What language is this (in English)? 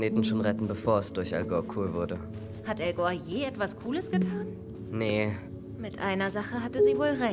Swiss German